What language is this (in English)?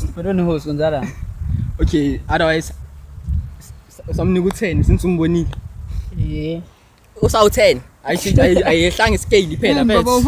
Zulu